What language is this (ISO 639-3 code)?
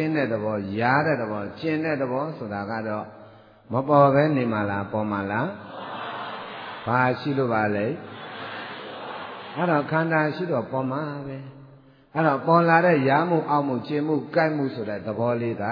mya